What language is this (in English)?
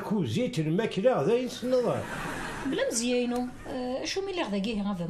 Kabyle